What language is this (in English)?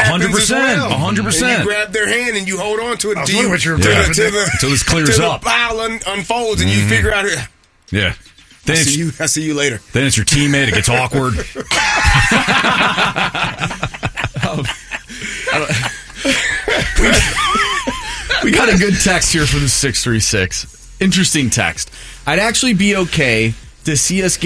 English